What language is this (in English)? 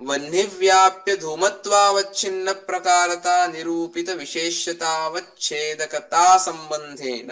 Sanskrit